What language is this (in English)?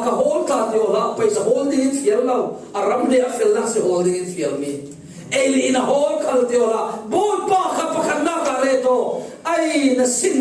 Falam Chin